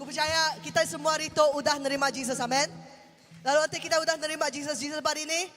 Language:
Iban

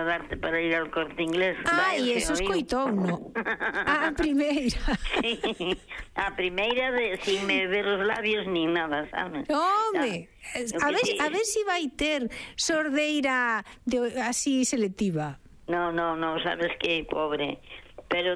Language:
Galician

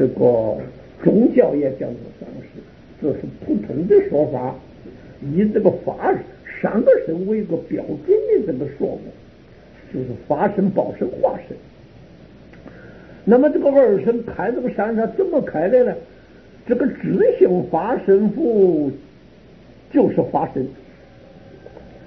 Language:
Chinese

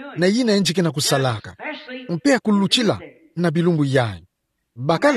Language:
Kituba (Democratic Republic of Congo)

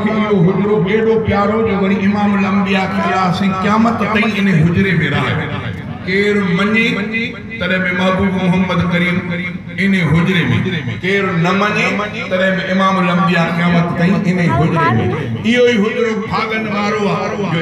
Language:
Sindhi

